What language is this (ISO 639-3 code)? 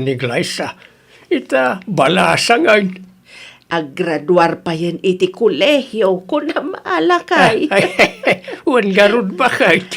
ilo